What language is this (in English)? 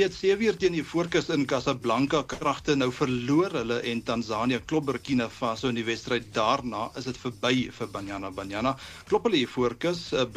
Afrikaans